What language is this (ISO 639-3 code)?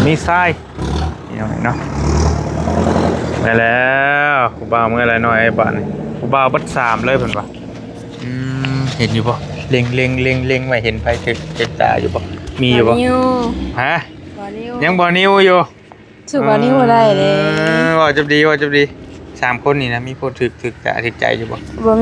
lao